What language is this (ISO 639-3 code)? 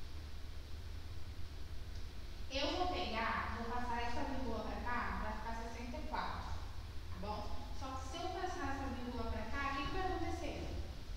por